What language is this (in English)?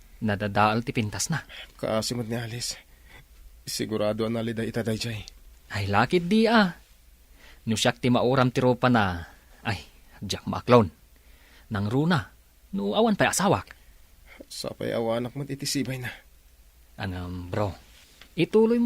Iloko